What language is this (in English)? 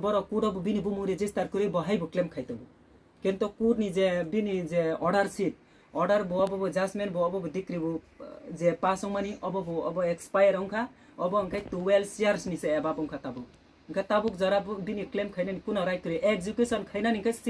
Kok Borok